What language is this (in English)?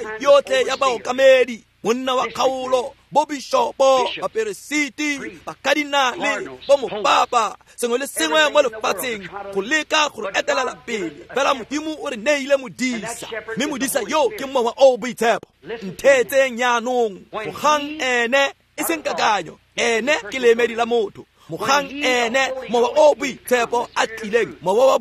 Tswana